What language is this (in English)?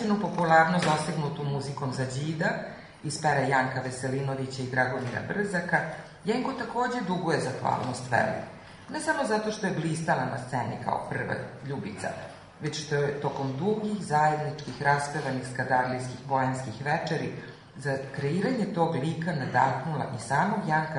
Serbian